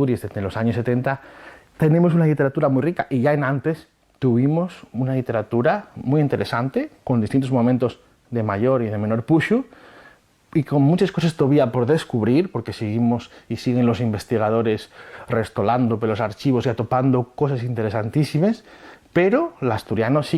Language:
Asturian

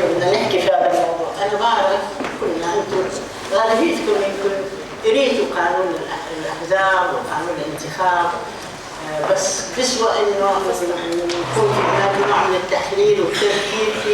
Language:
North Levantine Arabic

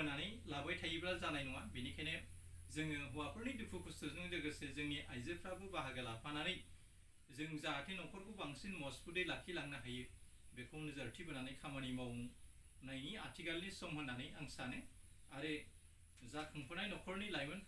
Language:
Bodo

